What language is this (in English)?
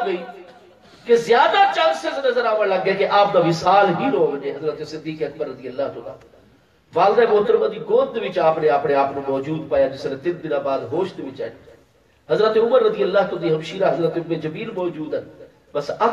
Saraiki